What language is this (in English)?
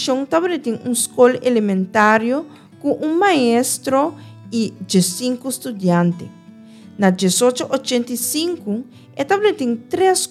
Papiamento